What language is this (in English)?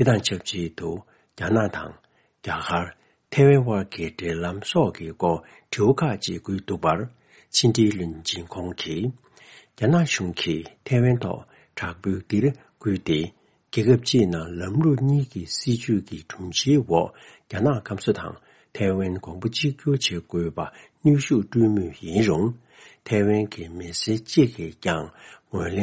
Tibetan